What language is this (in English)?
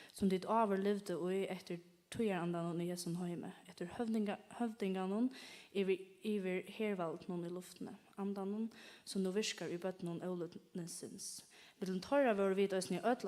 Faroese